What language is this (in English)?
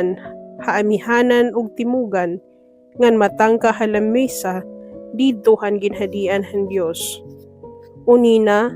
Waray